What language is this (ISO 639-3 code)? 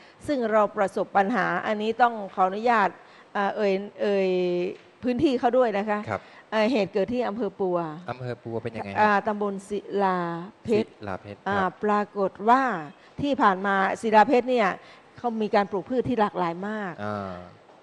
tha